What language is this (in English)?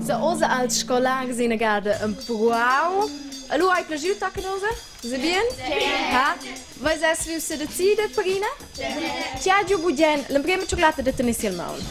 Romansh